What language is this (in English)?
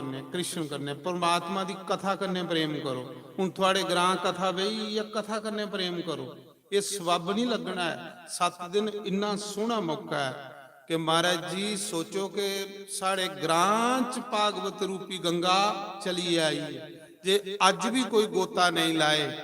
Dogri